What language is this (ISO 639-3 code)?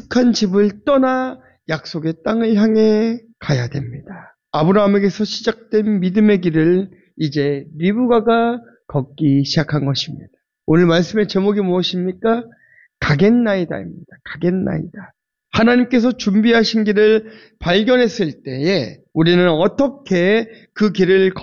kor